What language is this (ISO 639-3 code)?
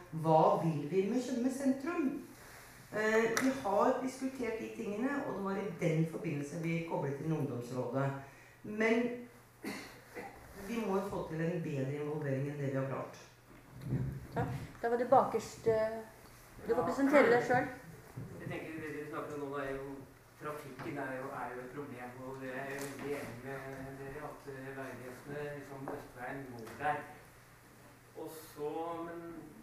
nor